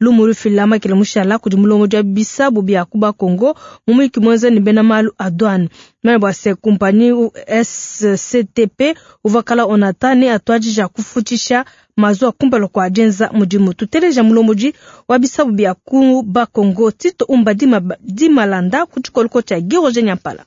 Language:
Luba-Lulua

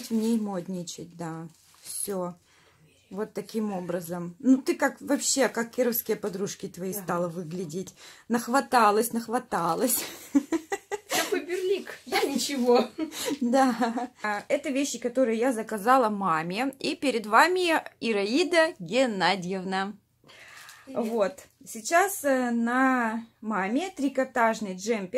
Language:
Russian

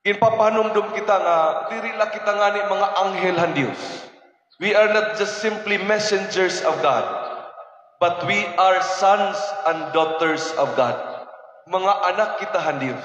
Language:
Waray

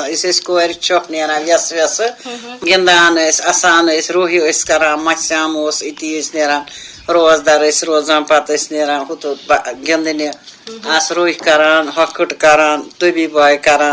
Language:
Kashmiri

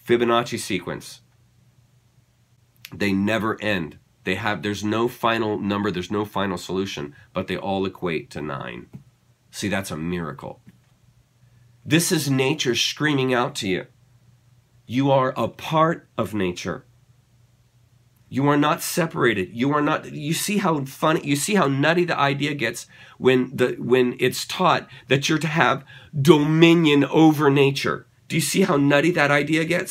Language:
English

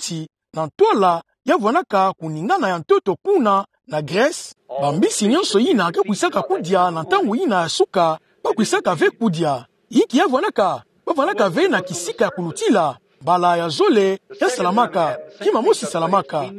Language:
Kituba (Democratic Republic of Congo)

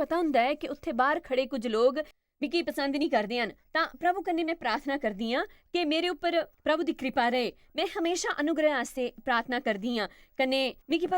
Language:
Dogri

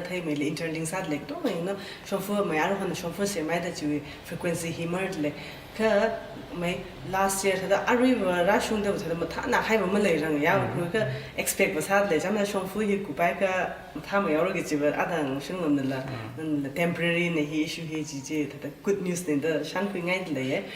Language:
Tangkhul Naga (India)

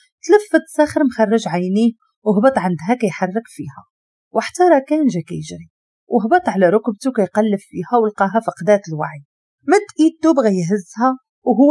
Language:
Moroccan Arabic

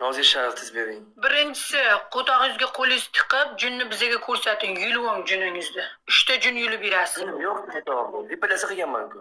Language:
Uzbek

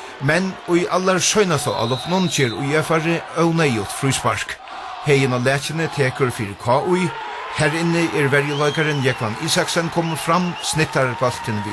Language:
Faroese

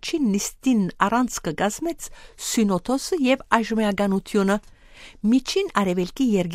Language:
Armenian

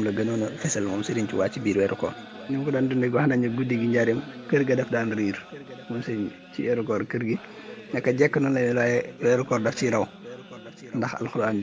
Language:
Wolof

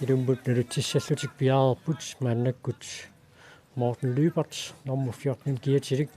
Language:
Kalaallisut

